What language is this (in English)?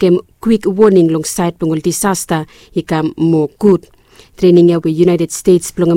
Bislama